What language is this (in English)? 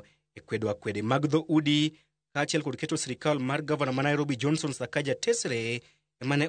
Luo (Kenya and Tanzania)